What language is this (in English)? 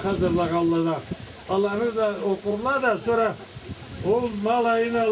Karachay-Balkar